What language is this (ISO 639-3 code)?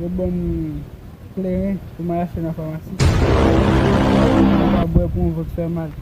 hat